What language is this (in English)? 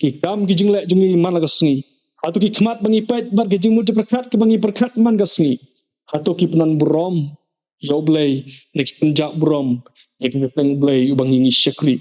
Khasi